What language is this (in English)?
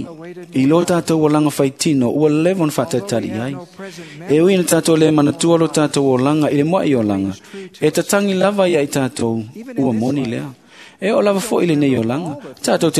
Samoan